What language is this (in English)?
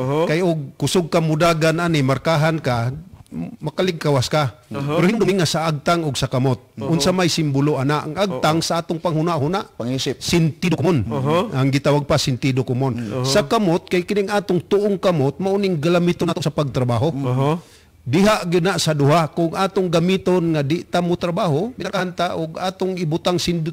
Cebuano